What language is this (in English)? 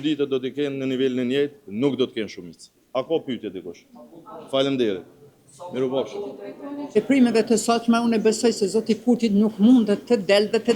Albanian